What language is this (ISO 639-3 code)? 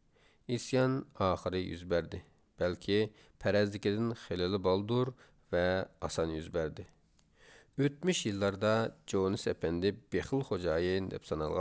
uig